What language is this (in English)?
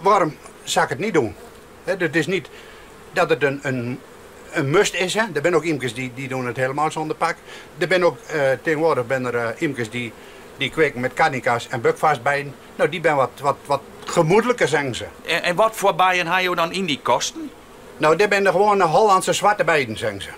Western Frisian